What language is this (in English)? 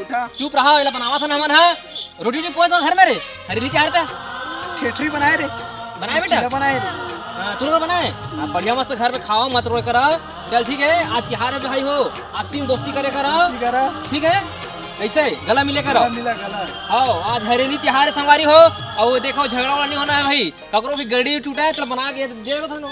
Chhattisgarhi